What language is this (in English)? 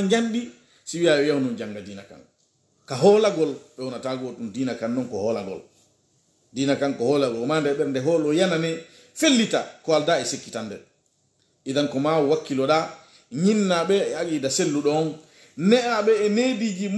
Pular